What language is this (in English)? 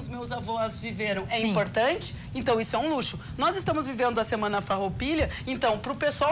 Portuguese